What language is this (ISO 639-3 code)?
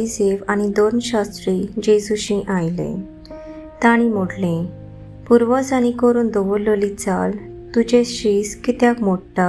kok